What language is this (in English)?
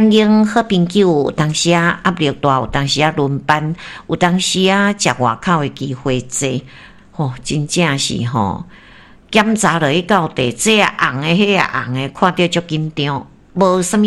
Min Nan Chinese